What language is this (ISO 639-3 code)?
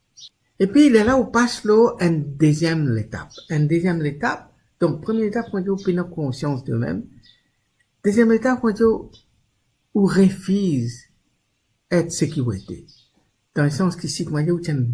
mfe